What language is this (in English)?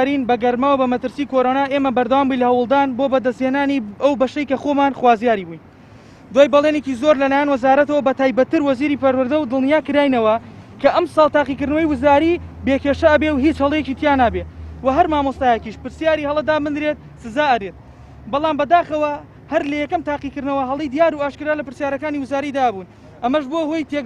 Central Kurdish